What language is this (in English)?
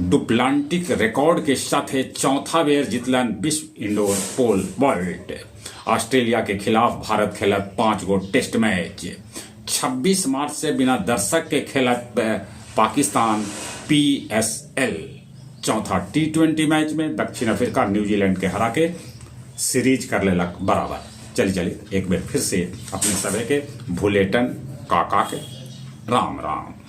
Magahi